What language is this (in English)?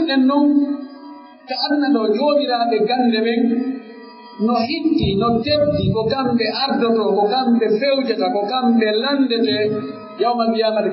Pular